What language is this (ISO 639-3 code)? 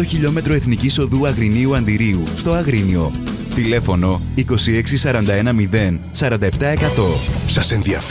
ell